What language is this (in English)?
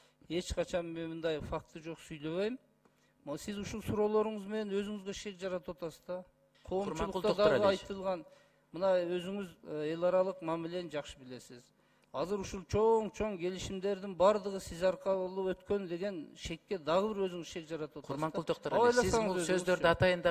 Kyrgyz